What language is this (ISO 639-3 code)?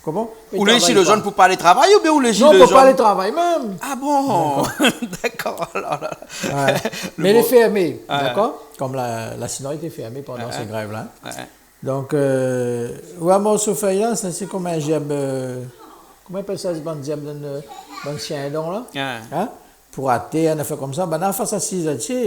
rcf